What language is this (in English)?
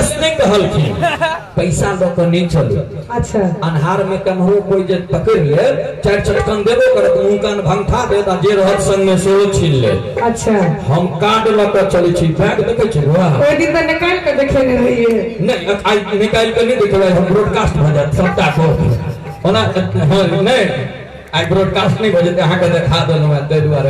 Maithili